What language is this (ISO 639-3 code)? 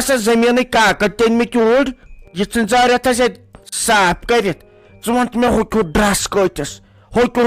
kas